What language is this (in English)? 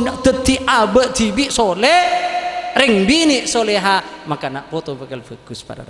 Madurese